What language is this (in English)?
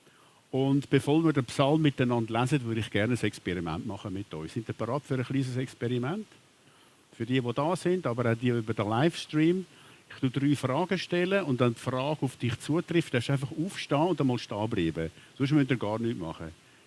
Swiss German